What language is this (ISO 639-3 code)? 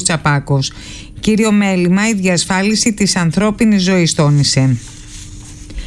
ell